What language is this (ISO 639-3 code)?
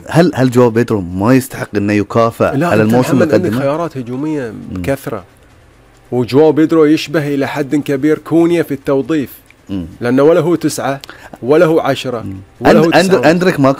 afb